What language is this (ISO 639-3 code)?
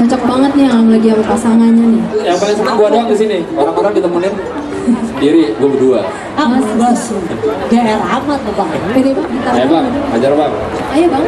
bew